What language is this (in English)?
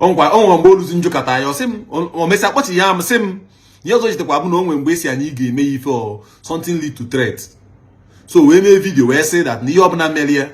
Igbo